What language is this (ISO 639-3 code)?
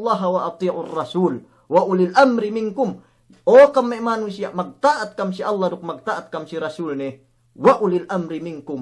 yka